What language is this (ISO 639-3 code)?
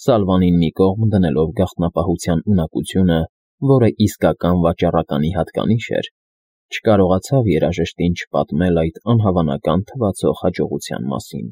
hye